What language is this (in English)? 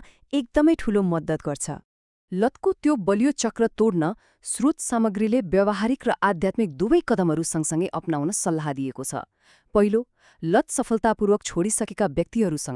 Nepali